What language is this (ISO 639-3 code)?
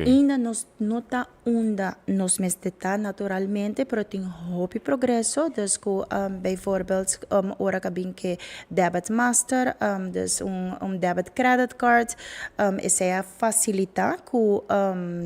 pap